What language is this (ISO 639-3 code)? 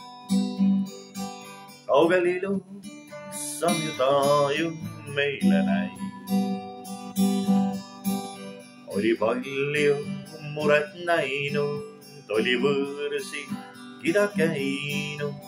est